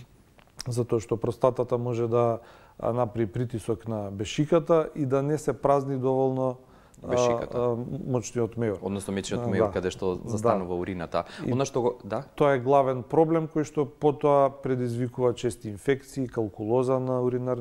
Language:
Macedonian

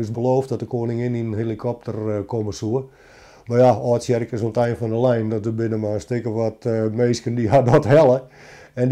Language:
Western Frisian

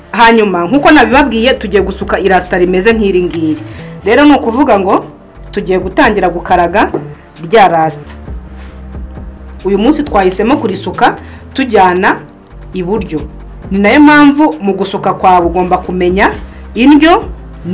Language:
Kinyarwanda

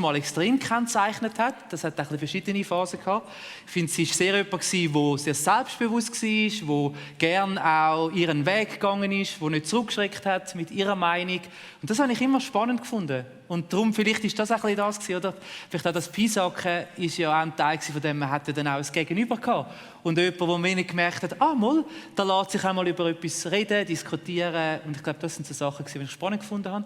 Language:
Swiss German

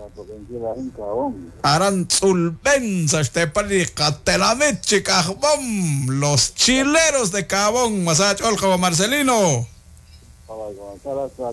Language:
Kekchí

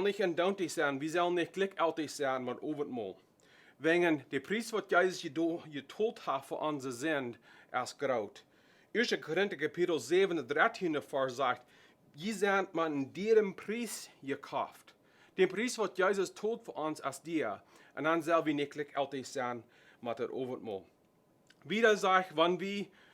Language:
Plautdietsch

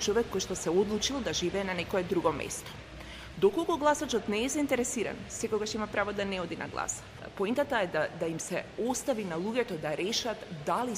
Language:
Macedonian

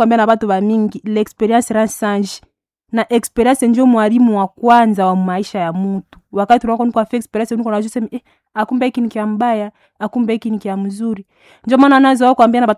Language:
Swahili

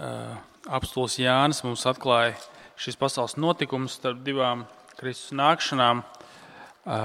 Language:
Latvian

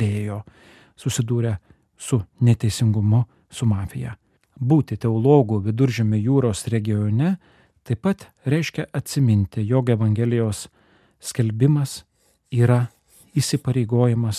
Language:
Lithuanian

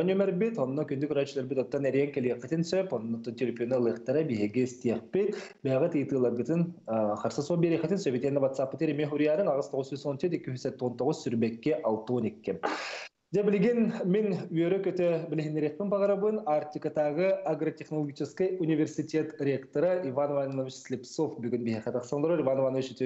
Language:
Yakut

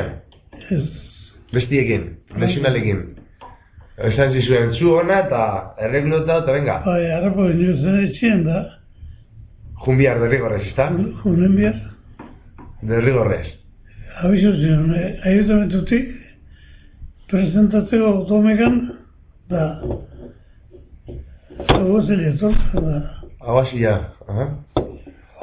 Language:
Basque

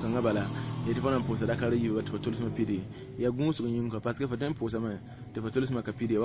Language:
Mossi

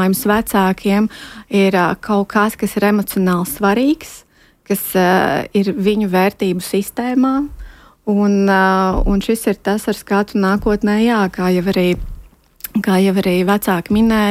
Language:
Latvian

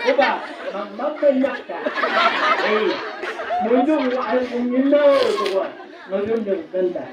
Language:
Chang Naga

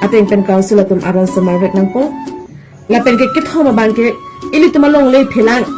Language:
Karbi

